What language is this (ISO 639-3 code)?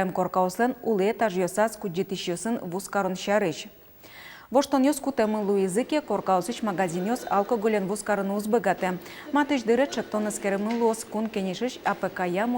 udm